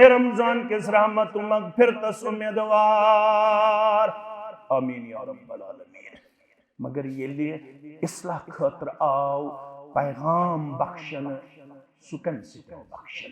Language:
Kashmiri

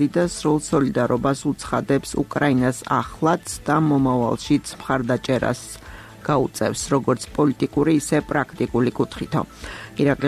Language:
Georgian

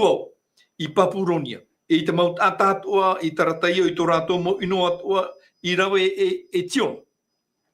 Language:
Tahitian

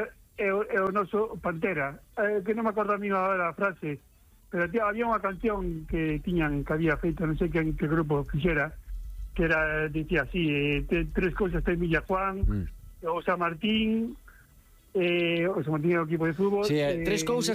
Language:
Galician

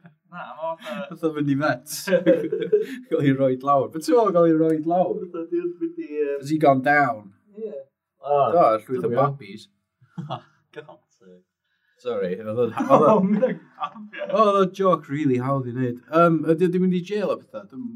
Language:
Welsh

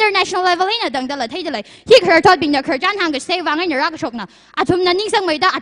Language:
Tangkhul Naga (India)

